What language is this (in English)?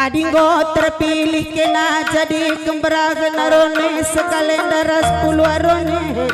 Batak Karo